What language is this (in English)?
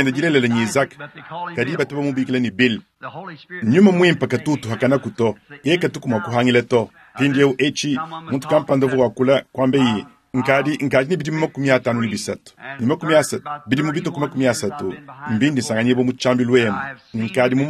Luba-Lulua